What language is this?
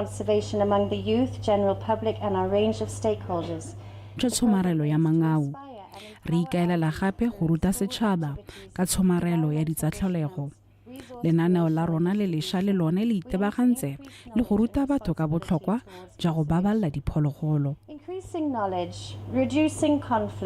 Tswana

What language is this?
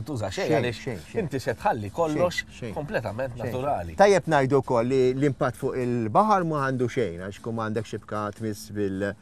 Maltese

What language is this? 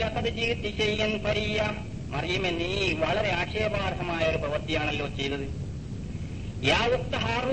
Malayalam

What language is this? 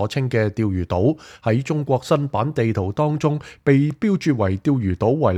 Cantonese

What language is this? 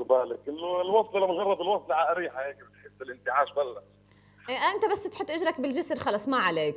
North Levantine Arabic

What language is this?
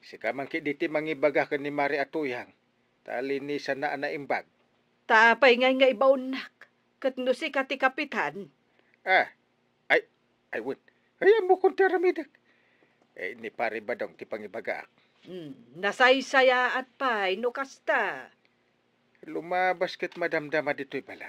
Iloko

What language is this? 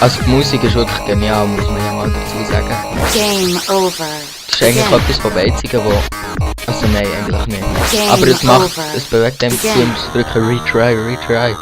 Swiss German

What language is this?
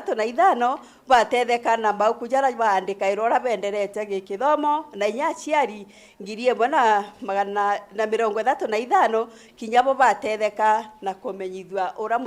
Meru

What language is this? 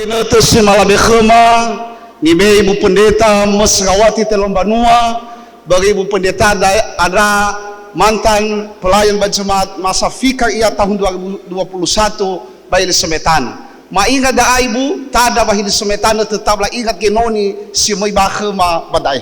Nias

